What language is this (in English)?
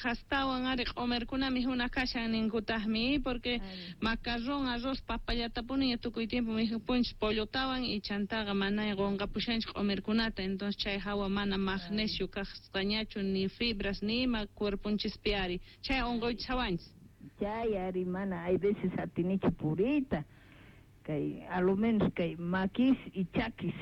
South Bolivian Quechua